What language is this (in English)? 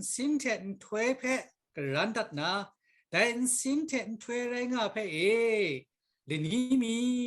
Kachin